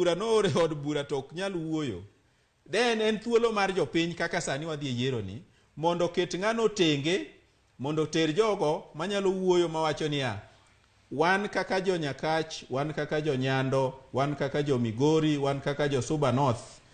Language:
Luo (Kenya and Tanzania)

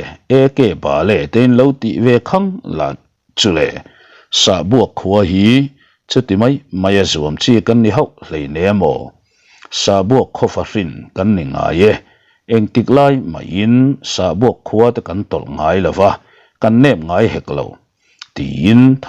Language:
Mizo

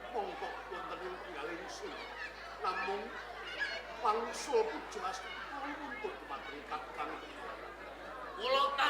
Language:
Javanese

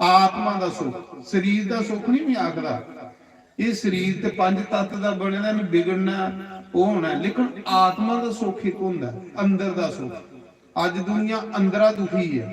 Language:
Dogri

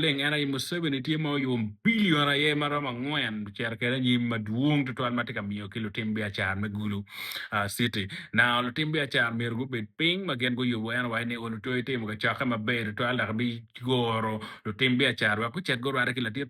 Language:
Acoli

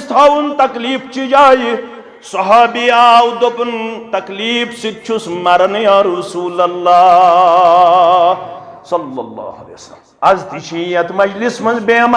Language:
Kashmiri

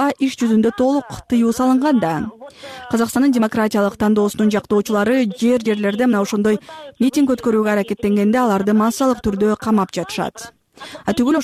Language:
Kyrgyz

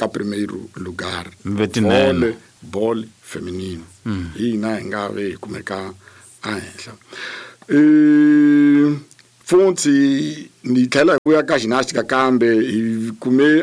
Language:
Tsonga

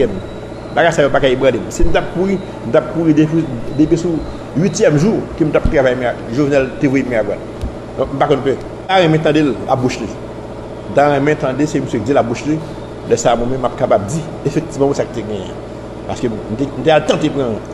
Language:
Haitian Creole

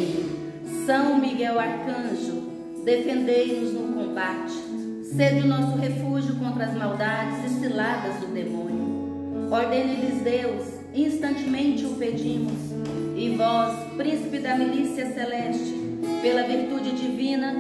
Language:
Portuguese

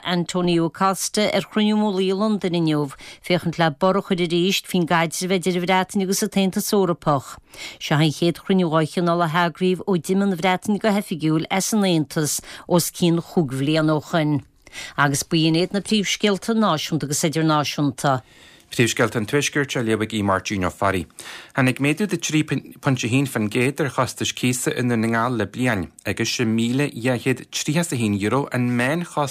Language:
Irish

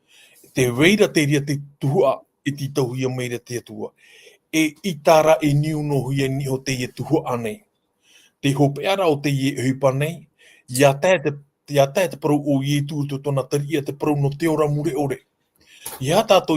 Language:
Tahitian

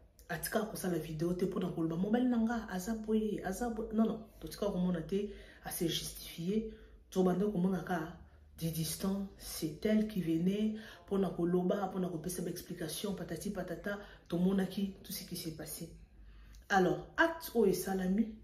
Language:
Lingala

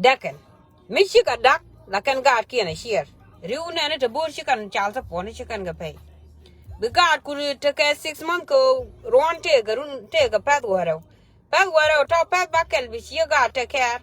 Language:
Nuer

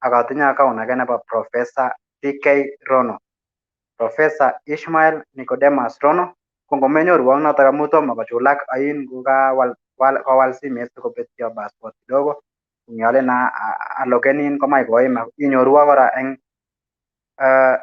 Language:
Kalenjin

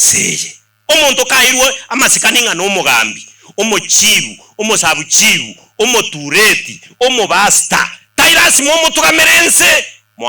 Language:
Gusii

